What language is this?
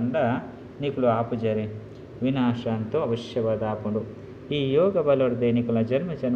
Tulu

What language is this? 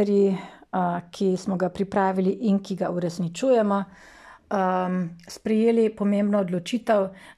Slovenian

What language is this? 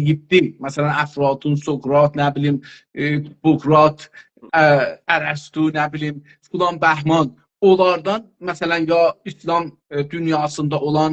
South Azerbaijani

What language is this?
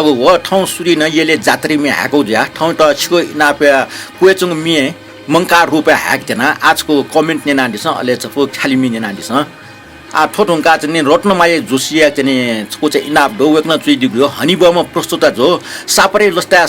Newari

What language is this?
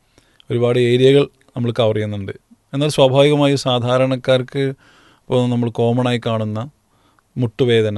Malayalam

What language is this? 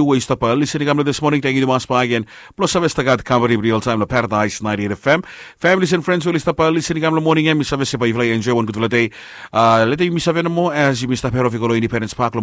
Bislama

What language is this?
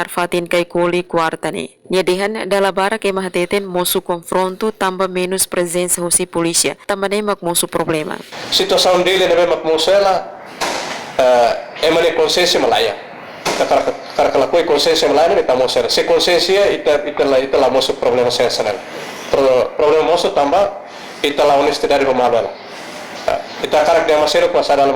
Tetum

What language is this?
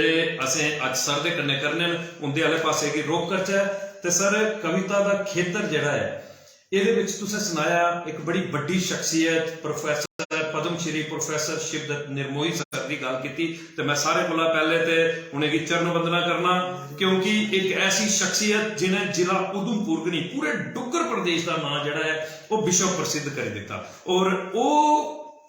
Dogri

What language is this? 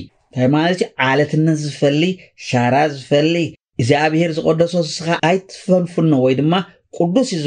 Tigrinya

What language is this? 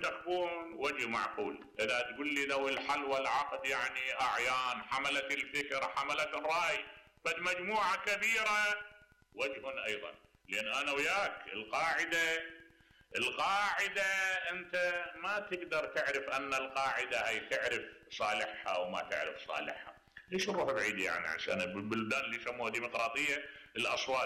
Mesopotamian Arabic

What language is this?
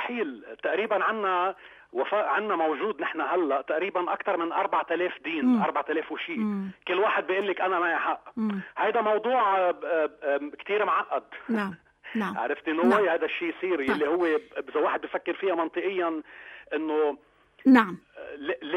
North Levantine Arabic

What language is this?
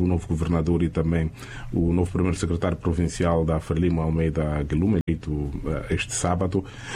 Portuguese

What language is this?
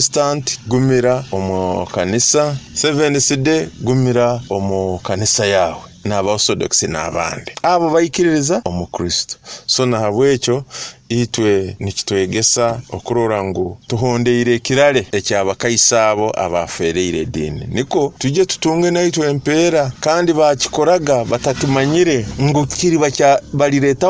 Nyoro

